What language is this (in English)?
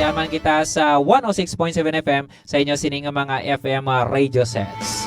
Hiligaynon